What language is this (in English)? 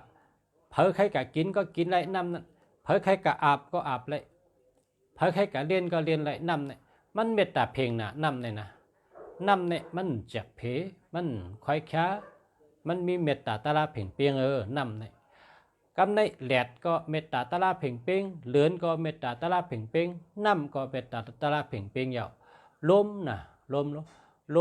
Shan